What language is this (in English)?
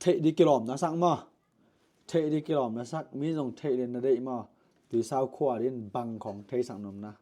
Tedim Chin